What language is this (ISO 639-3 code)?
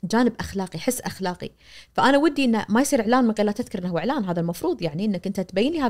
ars